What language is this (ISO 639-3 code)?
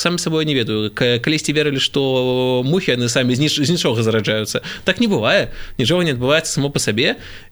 bel